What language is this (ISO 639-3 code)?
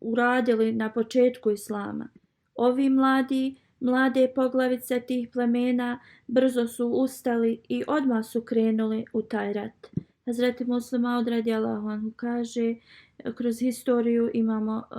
bos